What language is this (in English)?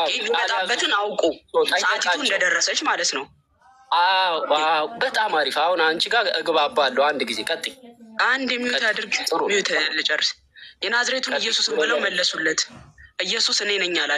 Amharic